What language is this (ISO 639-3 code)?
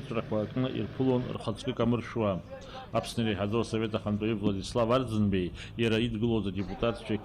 abk